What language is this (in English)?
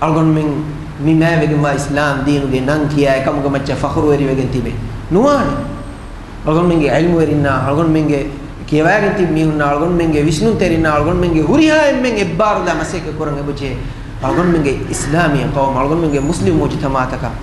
Divehi